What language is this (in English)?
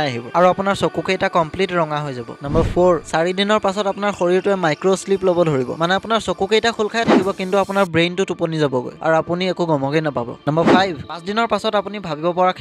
Assamese